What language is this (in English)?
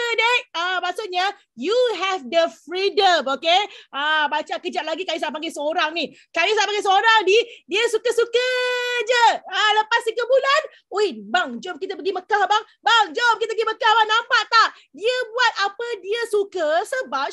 Malay